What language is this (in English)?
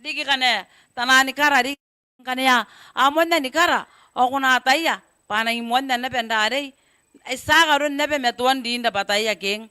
Gilbertese